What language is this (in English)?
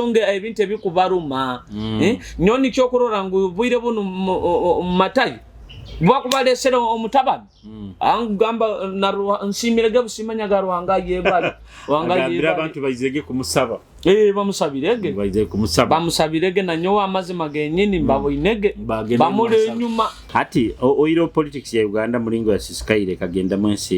Nyoro